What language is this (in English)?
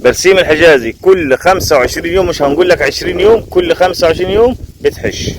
Egyptian Arabic